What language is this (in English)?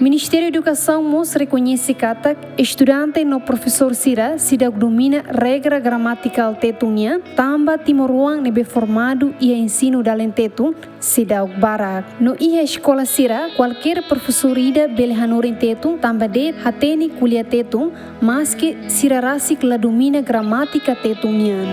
Tetum